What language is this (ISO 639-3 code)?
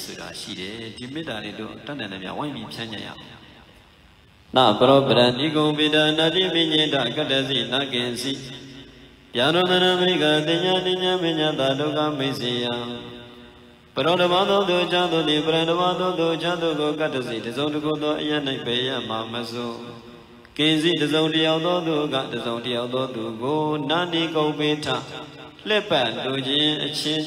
mya